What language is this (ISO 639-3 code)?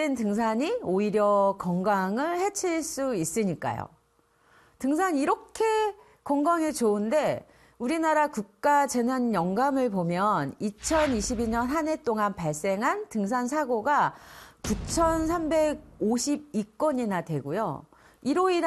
kor